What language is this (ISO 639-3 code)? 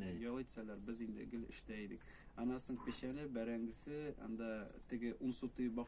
tat